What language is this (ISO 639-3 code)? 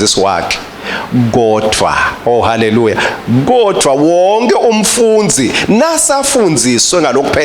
ssw